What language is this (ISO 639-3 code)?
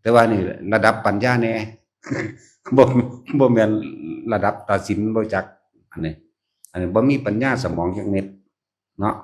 lao